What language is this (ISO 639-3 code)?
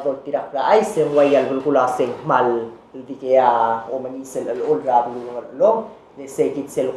pau